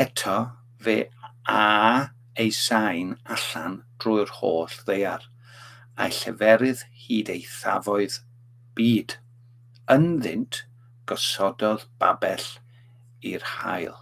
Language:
Welsh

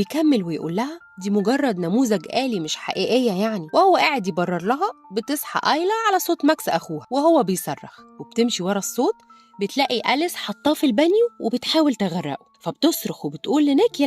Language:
Egyptian Arabic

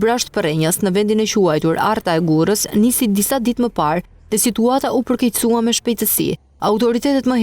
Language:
Albanian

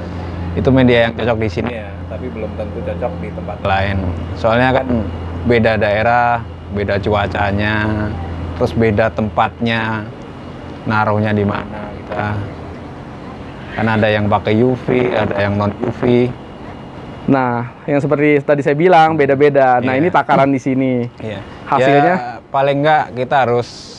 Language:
Indonesian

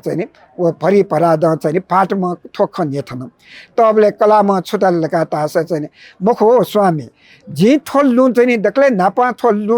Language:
Newari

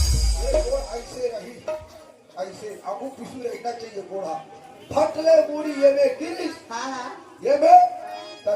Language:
Chhattisgarhi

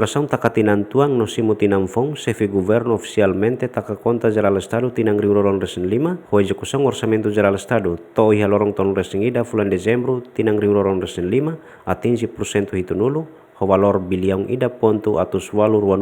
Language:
Tetum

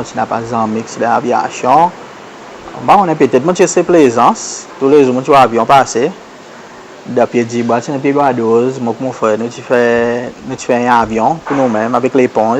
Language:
Seselwa Creole French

